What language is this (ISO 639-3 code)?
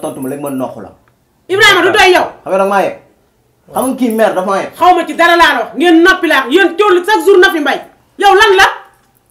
wol